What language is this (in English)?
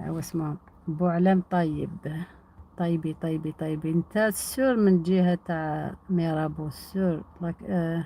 Algerian Arabic